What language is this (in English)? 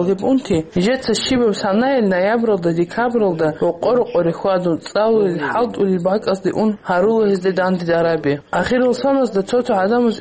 Avaric